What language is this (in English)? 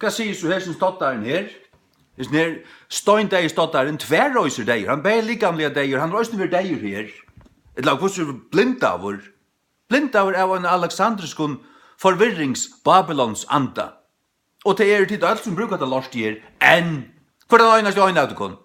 Faroese